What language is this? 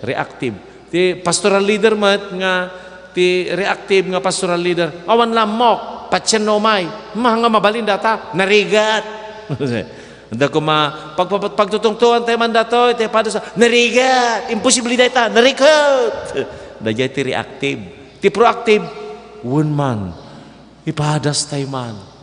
Iloko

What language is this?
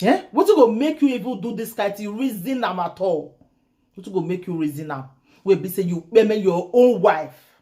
Nigerian Pidgin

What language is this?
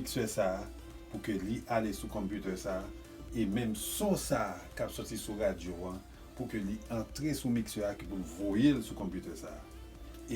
Haitian Creole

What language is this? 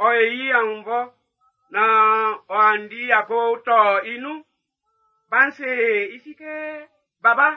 Baoulé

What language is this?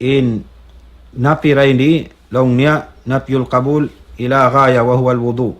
Tausug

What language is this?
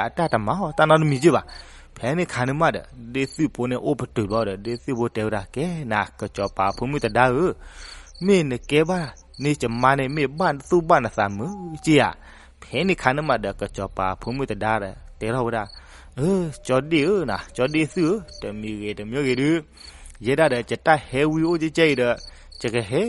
S'gaw Karen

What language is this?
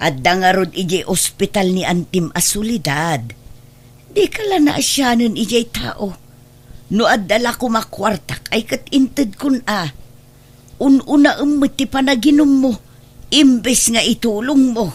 Iloko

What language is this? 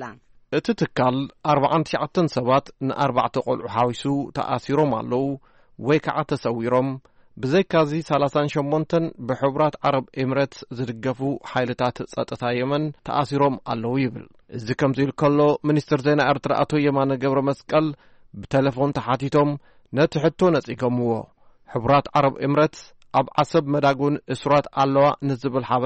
Tigrinya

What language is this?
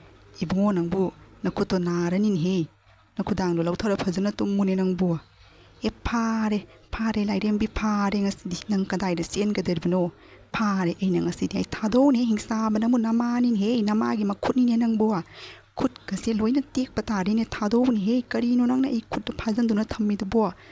Manipuri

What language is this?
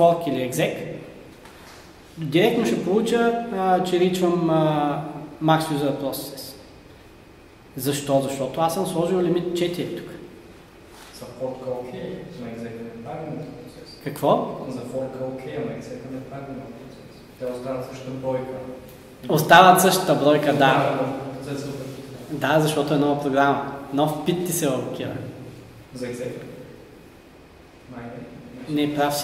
Bulgarian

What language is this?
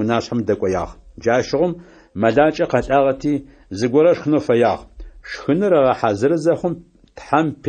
Adyghe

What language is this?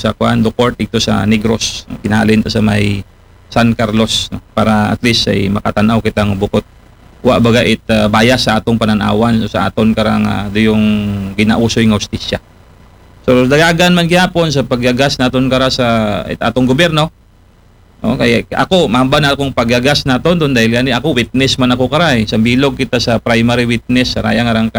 Aklanon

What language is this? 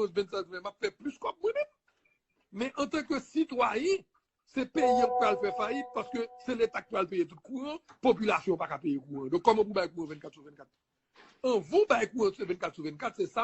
Haitian Creole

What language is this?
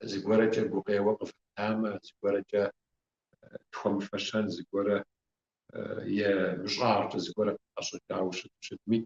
Kabardian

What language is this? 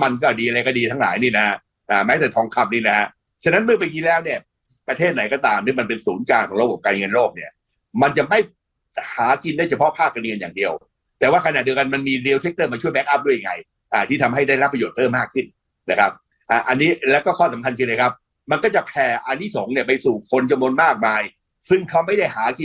Thai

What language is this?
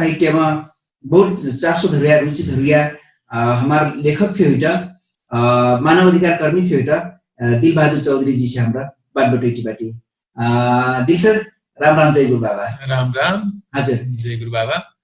Dangaura Tharu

